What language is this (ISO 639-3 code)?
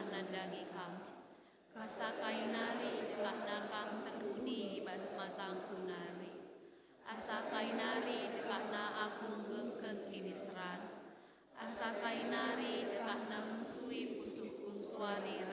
btx